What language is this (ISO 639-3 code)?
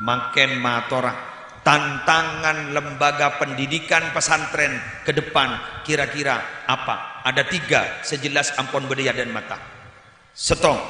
mad